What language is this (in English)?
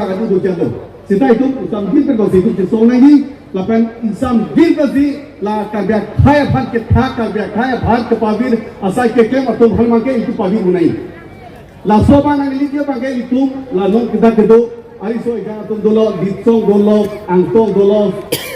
Karbi